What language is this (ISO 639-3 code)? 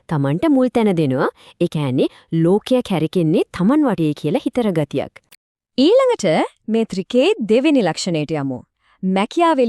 sin